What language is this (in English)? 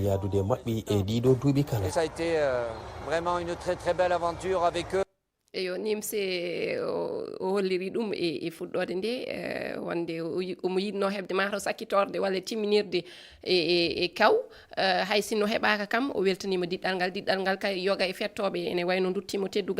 Fula